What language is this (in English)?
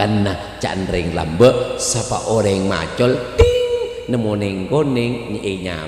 Madurese